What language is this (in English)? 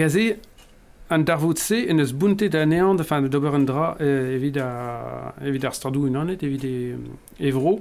Breton